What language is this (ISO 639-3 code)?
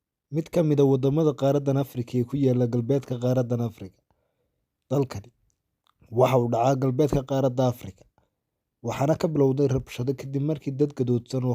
som